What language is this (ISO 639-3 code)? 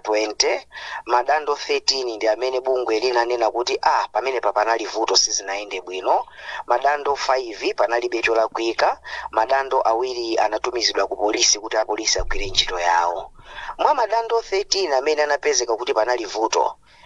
nya